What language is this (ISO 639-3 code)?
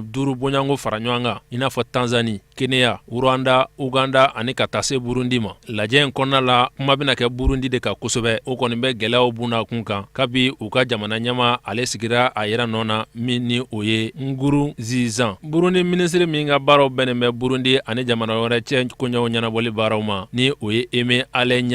bam